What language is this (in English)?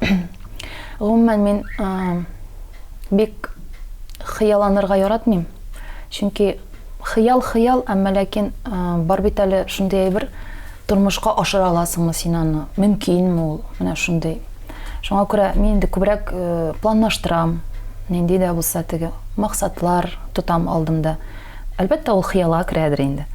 Tatar